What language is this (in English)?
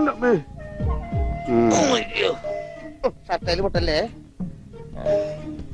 Malayalam